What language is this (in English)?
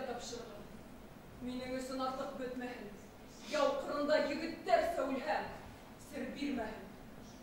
Bashkir